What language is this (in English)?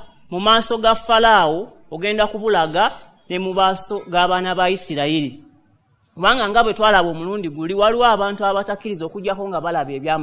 Ganda